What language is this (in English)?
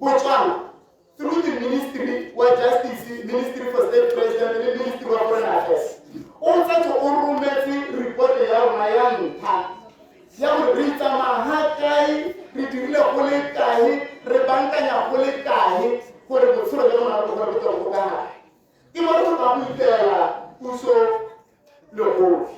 Tswana